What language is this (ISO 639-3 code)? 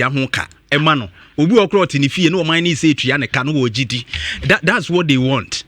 aka